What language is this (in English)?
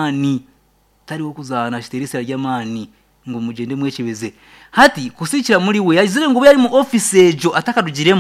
Nyankole